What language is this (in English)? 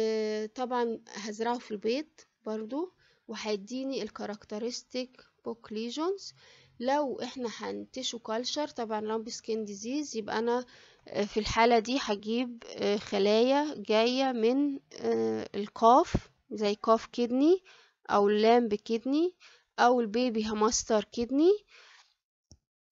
Egyptian Arabic